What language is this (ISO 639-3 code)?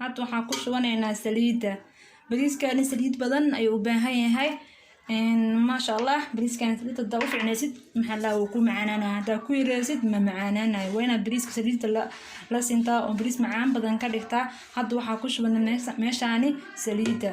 som